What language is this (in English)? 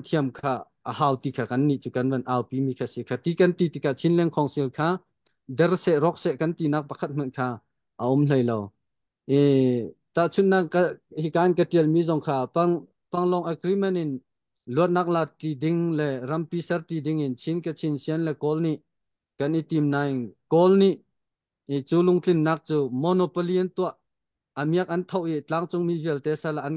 Hakha Chin